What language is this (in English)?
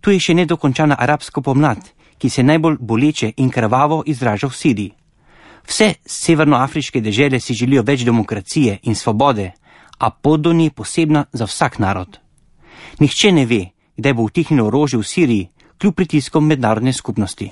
Slovenian